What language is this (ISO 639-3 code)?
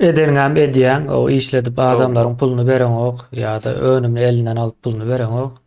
tuk